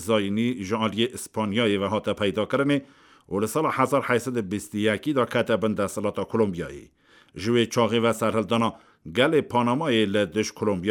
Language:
Kurdish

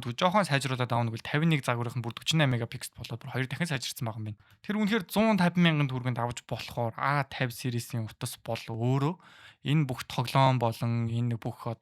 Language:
Mongolian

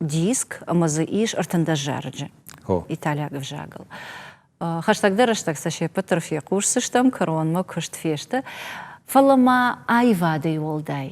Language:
Ossetic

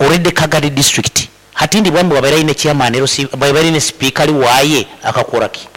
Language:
Nyankole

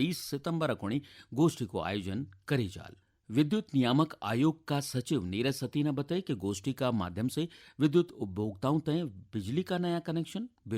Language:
Garhwali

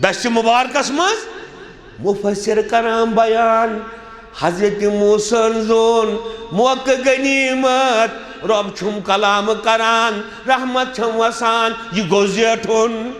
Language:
Kashmiri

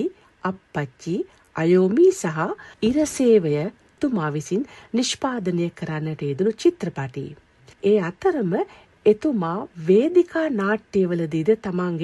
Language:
Sinhala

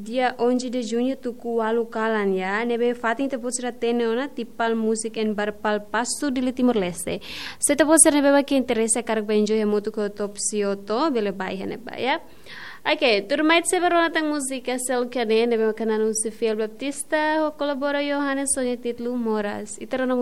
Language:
Tetum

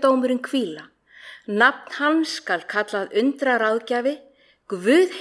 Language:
Icelandic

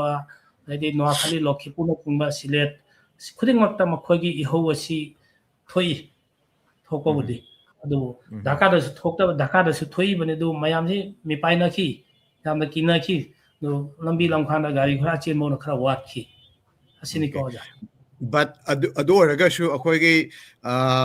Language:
Manipuri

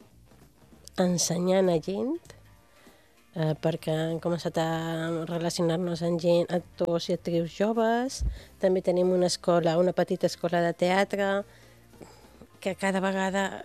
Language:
Catalan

